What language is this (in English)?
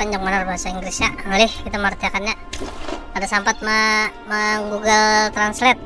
Banjar